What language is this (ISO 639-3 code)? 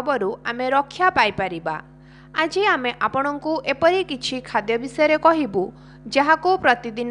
ori